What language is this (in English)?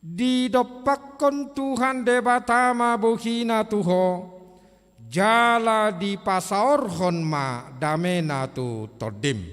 Batak Toba